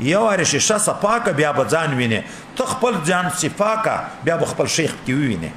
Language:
Pashto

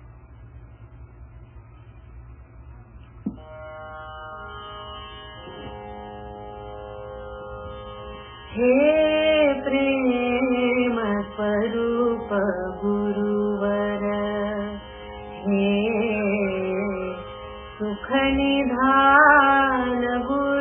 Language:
Marathi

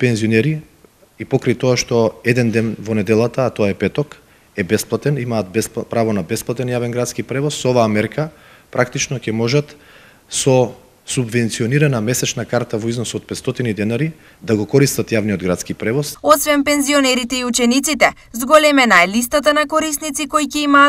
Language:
Macedonian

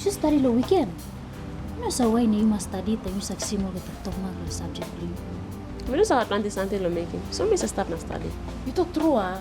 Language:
Tok Pisin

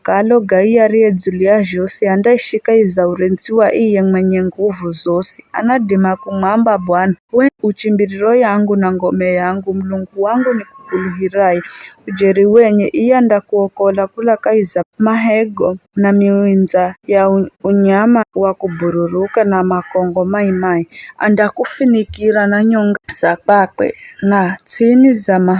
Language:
Giryama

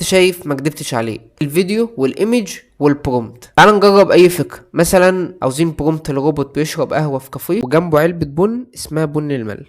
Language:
Egyptian Arabic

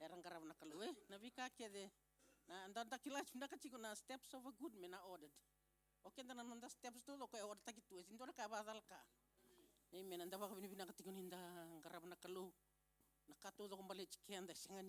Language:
Fijian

